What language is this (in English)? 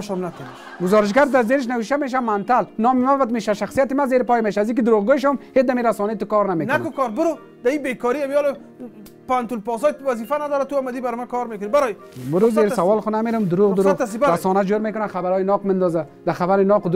Persian